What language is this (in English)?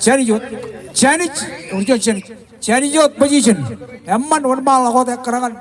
Marshallese